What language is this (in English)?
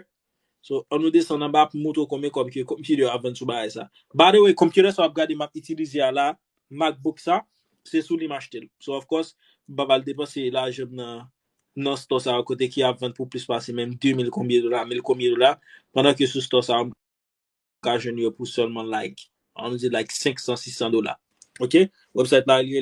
Haitian Creole